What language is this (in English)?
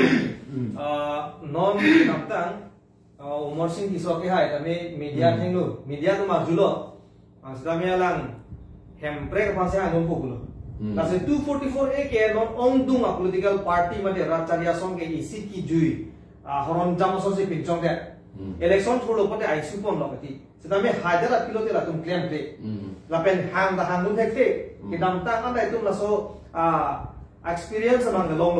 Karbi